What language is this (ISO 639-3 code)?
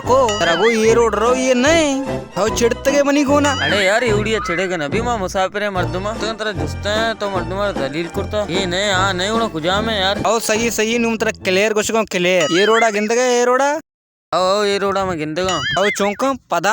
bal